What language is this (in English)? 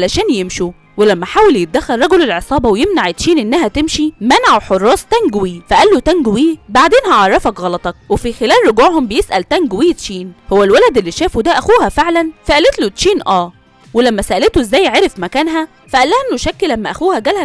Egyptian Arabic